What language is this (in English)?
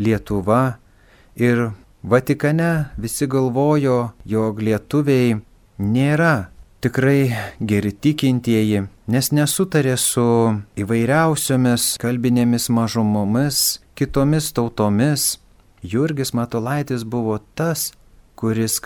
Lithuanian